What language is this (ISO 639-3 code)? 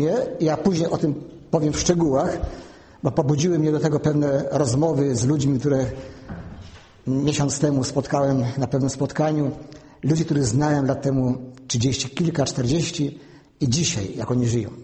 pol